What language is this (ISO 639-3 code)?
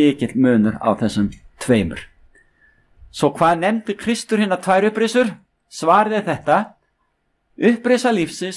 isl